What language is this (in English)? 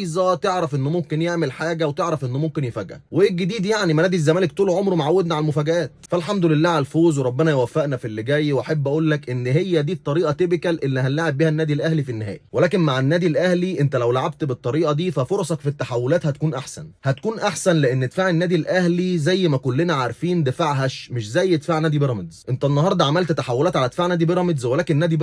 Egyptian Arabic